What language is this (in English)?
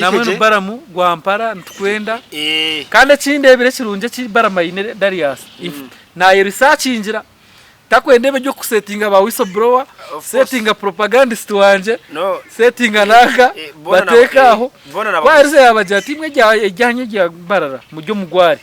Nyankole